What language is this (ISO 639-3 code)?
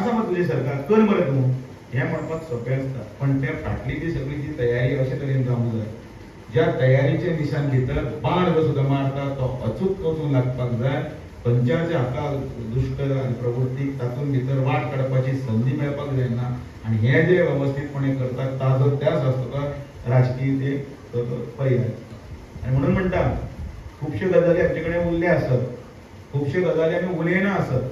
kok